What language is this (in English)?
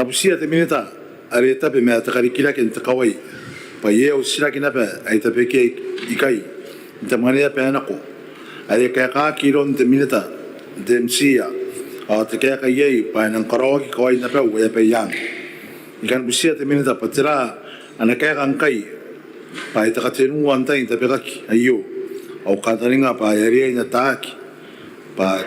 Gilbertese